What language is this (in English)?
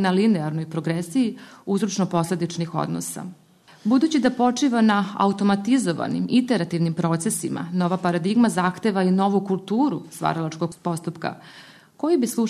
Serbian